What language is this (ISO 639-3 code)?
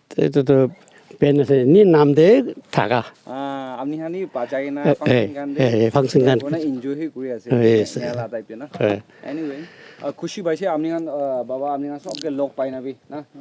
nag